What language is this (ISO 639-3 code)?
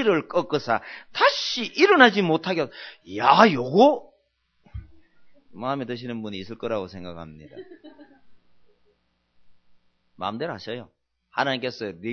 kor